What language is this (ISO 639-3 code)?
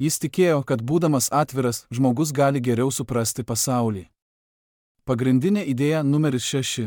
lit